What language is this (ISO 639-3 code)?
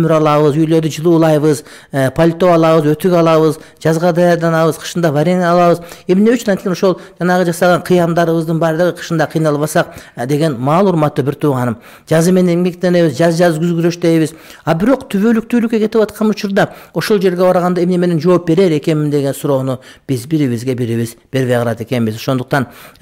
kir